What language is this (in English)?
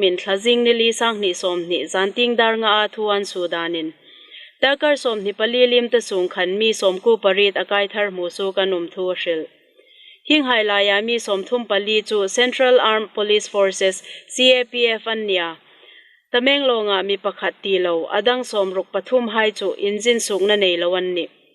Hmar